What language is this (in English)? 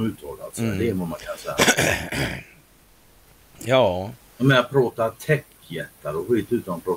Swedish